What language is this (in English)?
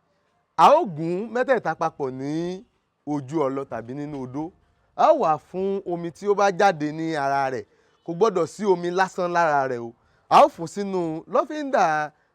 Yoruba